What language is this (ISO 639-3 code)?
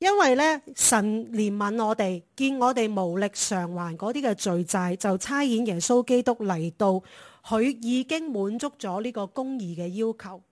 yue